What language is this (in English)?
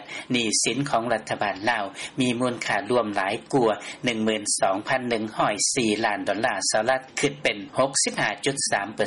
Lao